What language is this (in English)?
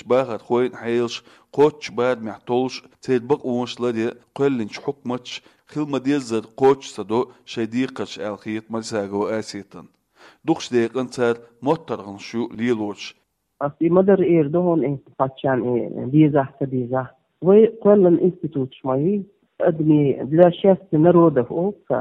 Chechen